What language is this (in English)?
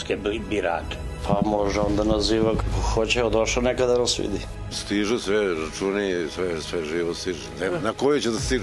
Serbian